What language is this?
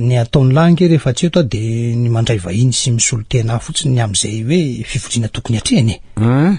Malagasy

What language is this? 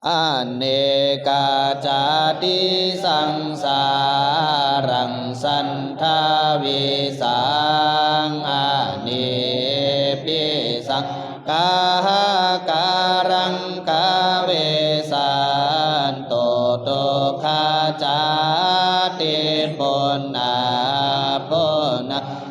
Pali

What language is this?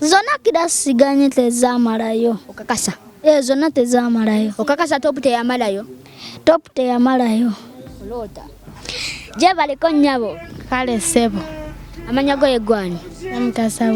Ganda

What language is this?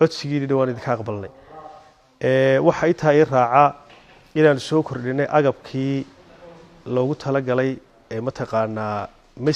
Somali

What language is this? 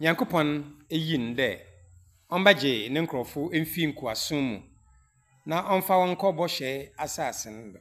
Akan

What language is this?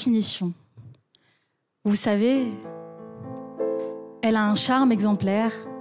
French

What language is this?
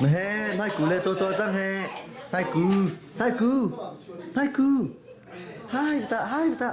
Hakha Chin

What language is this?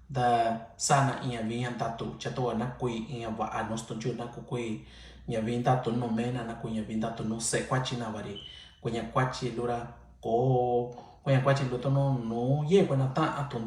Mixtepec Mixtec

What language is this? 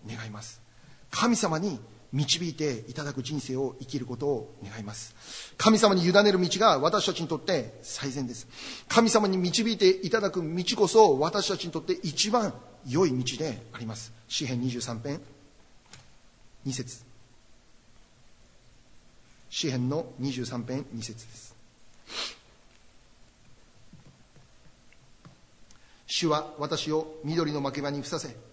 Japanese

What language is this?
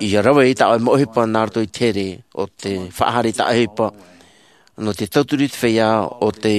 Tahitian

